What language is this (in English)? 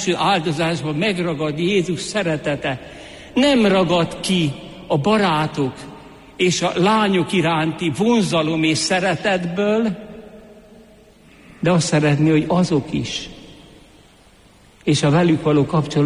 Hungarian